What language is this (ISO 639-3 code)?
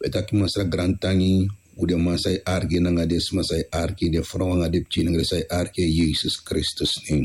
srn